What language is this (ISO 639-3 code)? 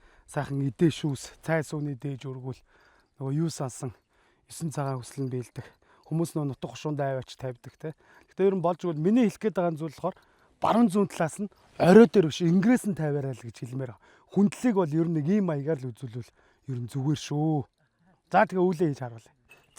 mon